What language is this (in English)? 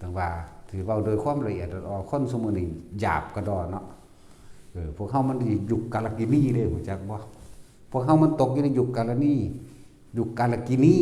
Northeastern Thai